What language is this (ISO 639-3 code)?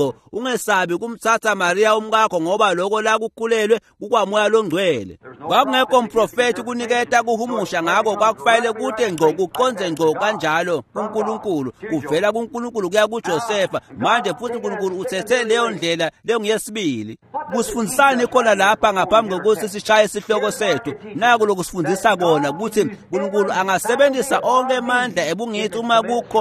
ssw